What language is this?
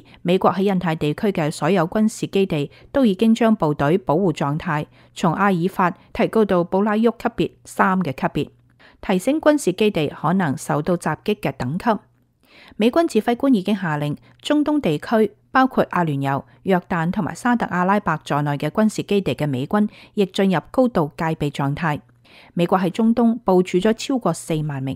Cantonese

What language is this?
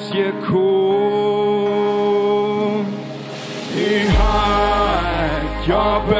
Plautdietsch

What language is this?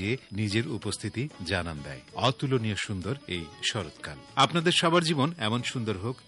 Bangla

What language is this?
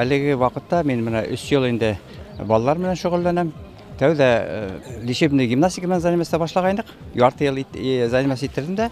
Bashkir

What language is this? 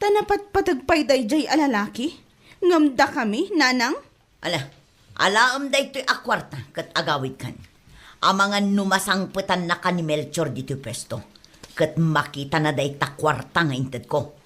Iloko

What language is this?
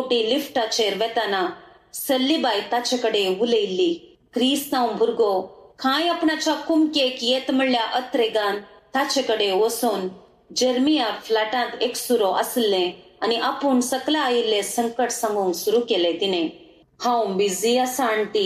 Konkani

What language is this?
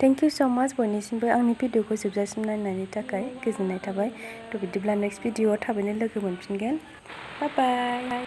Bodo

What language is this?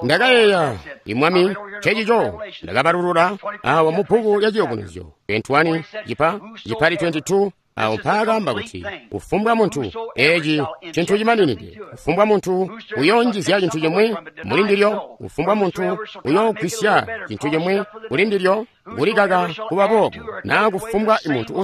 Tonga (Zambia)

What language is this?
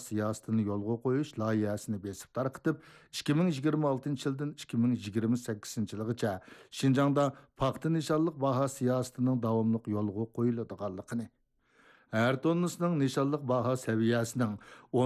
Uyghur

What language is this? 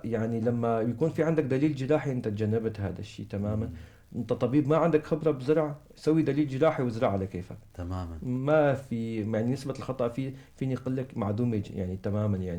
North Levantine Arabic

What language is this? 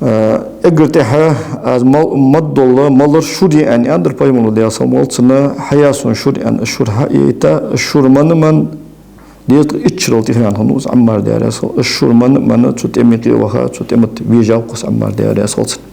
Ingush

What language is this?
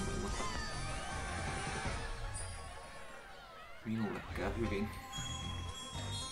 Finnish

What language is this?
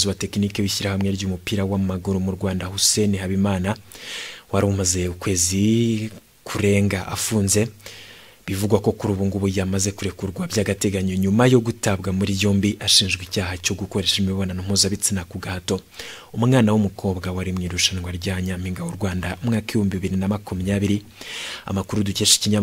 Kinyarwanda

